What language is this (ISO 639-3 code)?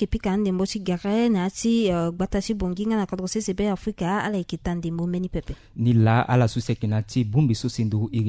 sag